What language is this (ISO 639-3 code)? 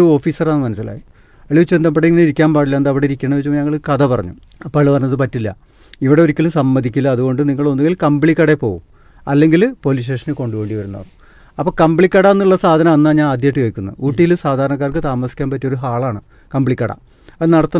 mal